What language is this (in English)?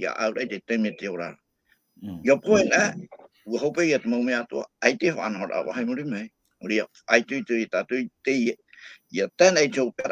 Tahitian